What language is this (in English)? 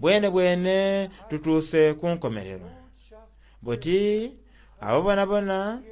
Soga